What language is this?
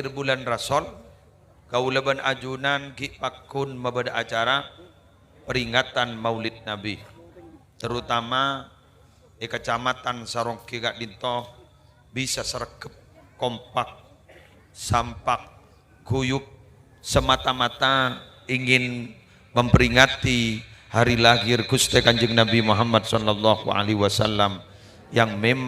Madurese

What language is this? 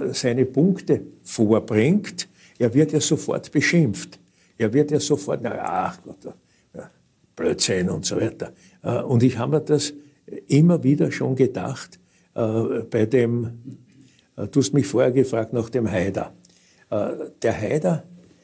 German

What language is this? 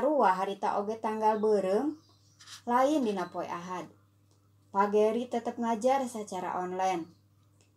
Sundanese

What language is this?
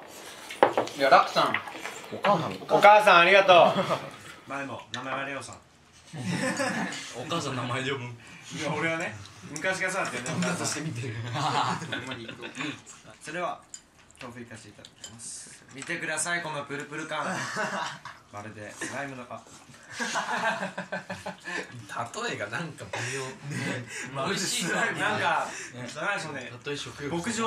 Japanese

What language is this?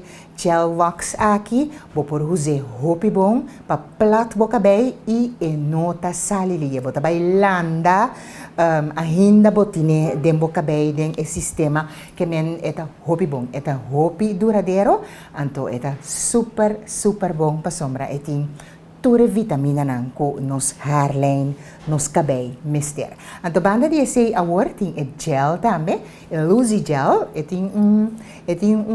Papiamento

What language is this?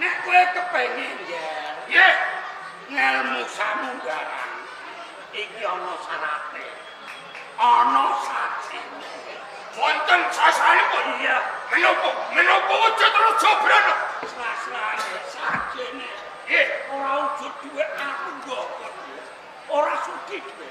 Javanese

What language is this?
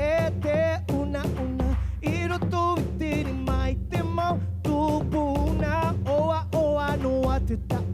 Tahitian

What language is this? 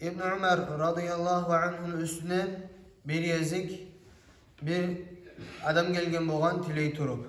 Kumyk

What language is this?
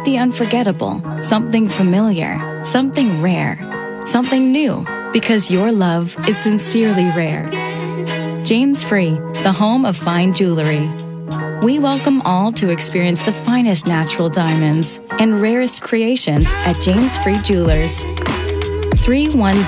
English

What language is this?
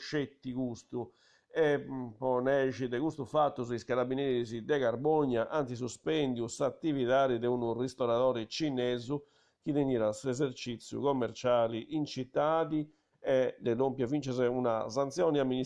Sardinian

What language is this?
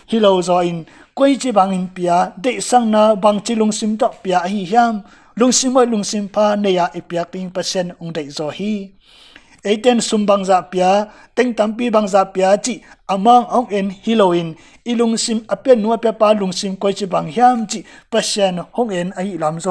Tedim Chin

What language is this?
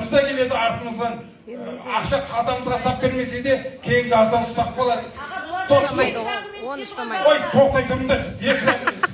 Kazakh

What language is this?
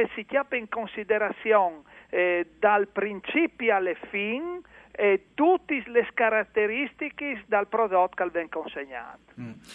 Friulian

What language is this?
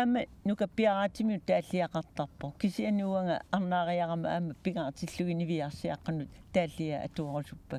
Kalaallisut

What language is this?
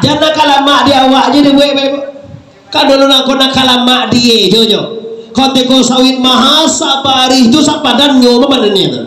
Minangkabau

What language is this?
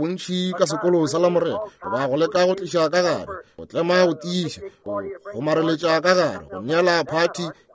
Northern Sotho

